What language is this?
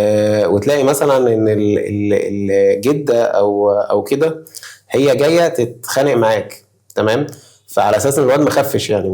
Egyptian Arabic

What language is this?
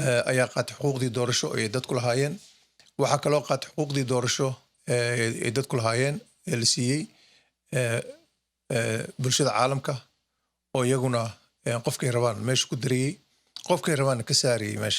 Somali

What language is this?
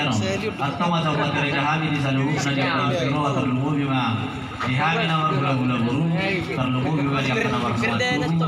Batak Toba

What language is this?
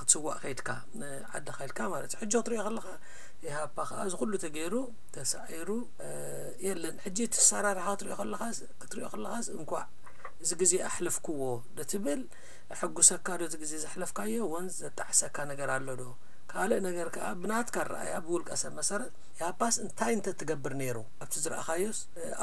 Tigrinya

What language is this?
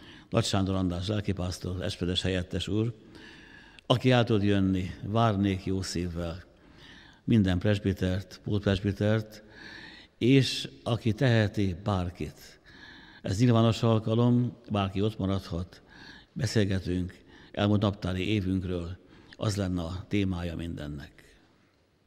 Hungarian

